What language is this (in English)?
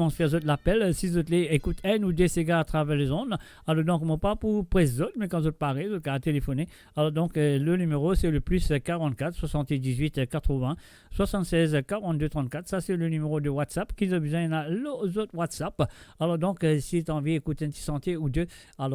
Morisyen